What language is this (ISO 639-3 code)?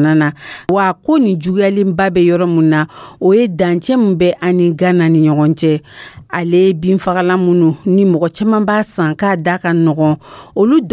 dyu